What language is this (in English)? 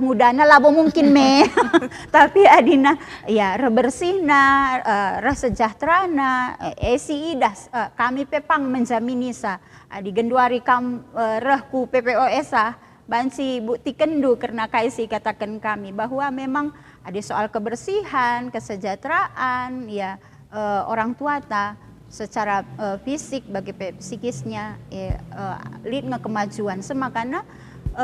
Batak Karo